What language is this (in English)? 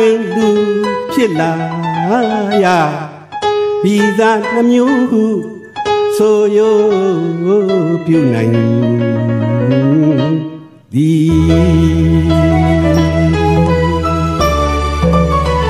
Burmese